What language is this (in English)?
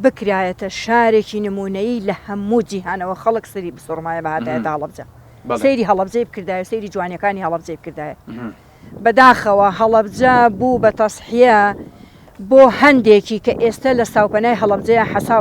Central Kurdish